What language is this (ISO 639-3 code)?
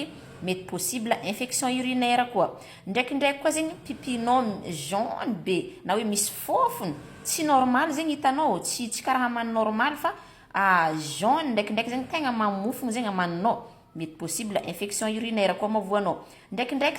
mlg